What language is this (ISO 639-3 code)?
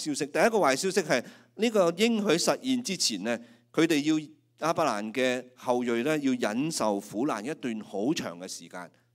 yue